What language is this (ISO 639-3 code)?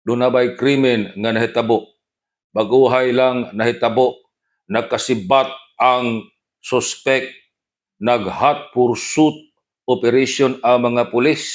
ceb